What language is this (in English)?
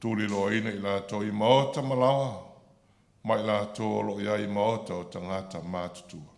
Samoan